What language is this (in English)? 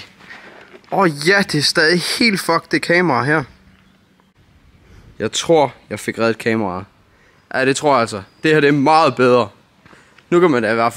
Danish